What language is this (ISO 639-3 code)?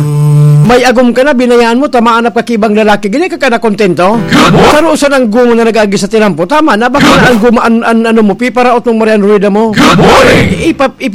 bik